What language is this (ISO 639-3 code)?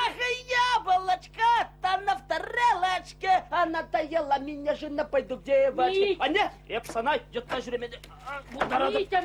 chv